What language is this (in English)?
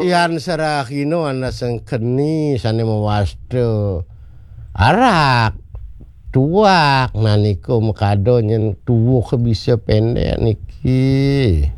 Balinese